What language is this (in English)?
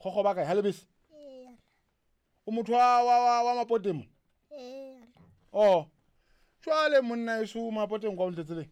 Southern Sotho